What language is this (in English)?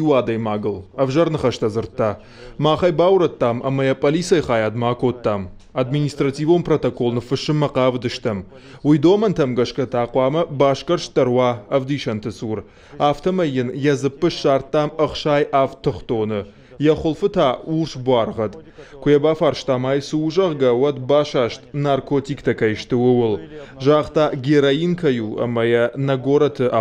Ossetic